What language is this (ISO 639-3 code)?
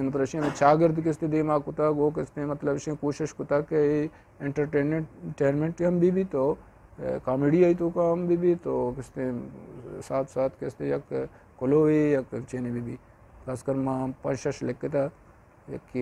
bgp